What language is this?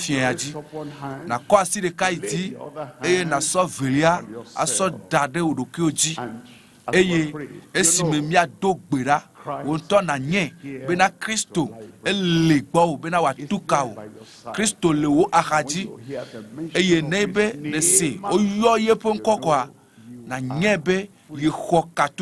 Ewe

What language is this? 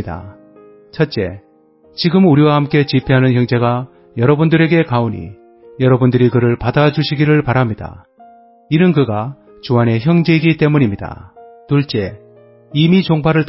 Korean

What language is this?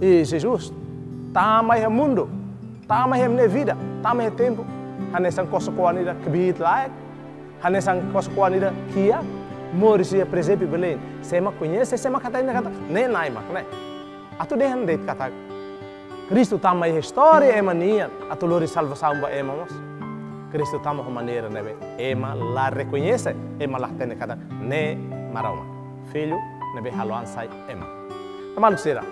Tetum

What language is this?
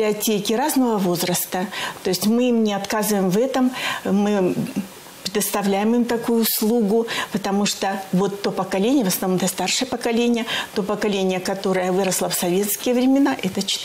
Russian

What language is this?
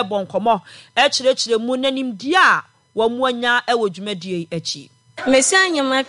Akan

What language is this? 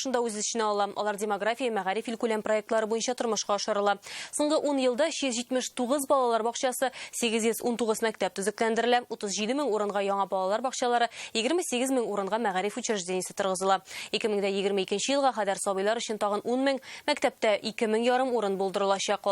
Tatar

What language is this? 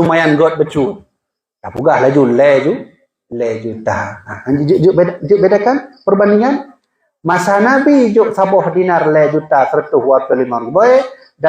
Achinese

